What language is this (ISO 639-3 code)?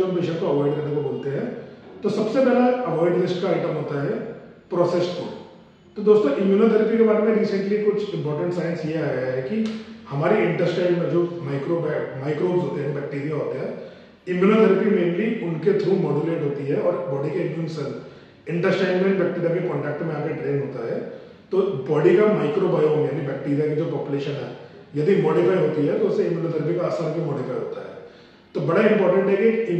hin